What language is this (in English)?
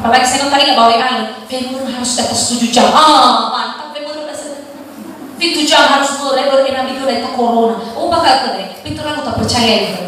Nias